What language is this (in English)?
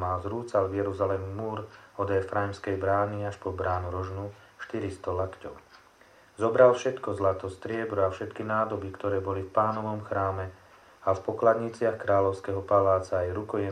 Slovak